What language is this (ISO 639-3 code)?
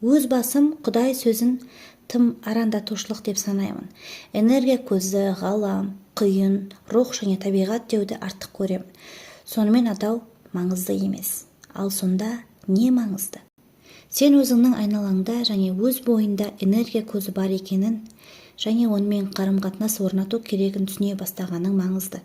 kaz